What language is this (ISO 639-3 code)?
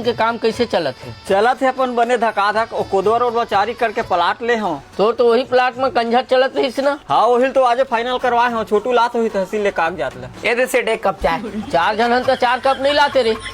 hne